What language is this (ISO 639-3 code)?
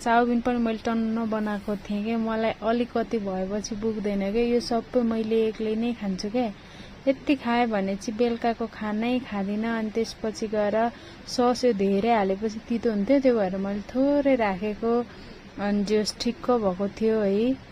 nep